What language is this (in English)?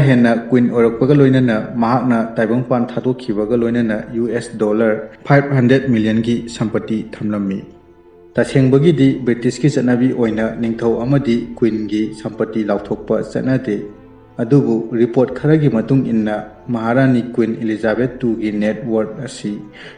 Manipuri